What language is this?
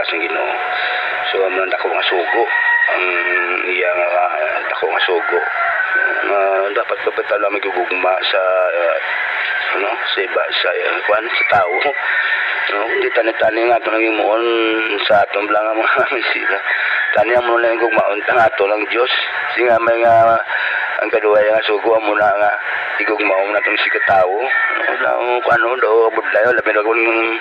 Hiligaynon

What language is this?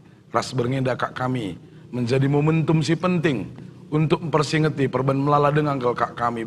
Batak Karo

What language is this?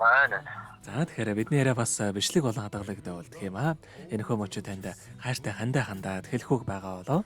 Mongolian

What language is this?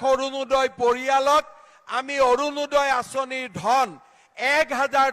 Assamese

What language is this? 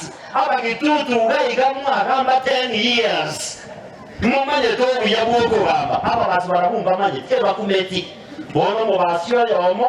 Gusii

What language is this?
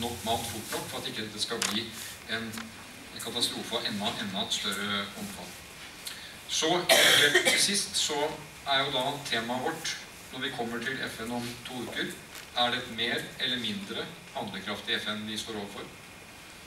Norwegian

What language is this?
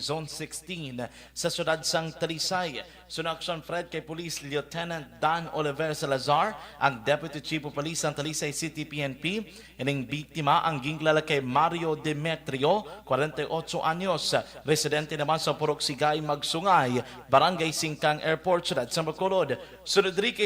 Hiligaynon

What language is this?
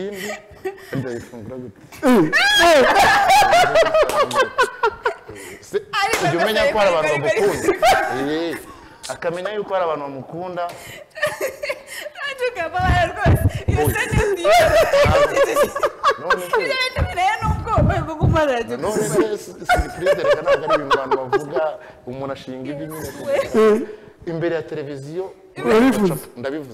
Kinyarwanda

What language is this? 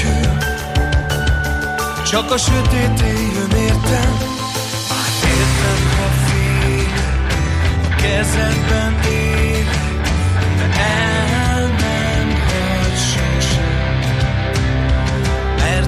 Hungarian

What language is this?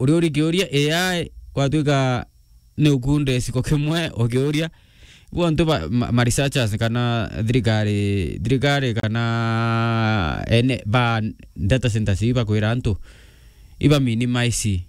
Meru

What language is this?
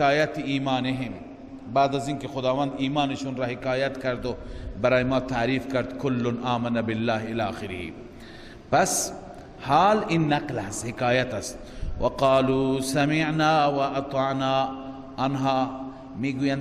Persian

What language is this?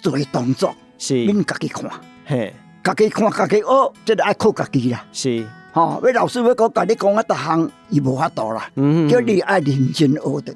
Min Nan Chinese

